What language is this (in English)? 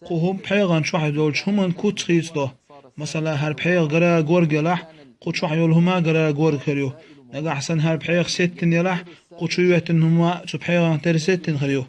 Chechen